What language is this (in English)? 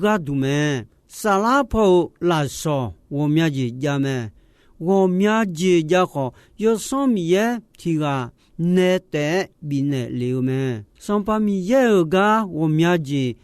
Akha